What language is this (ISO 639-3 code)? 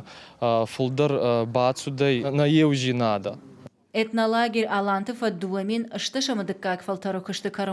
oss